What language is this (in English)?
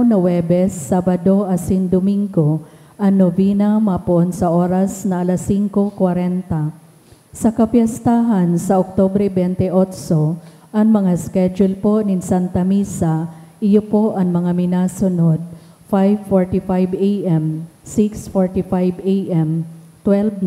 Bikol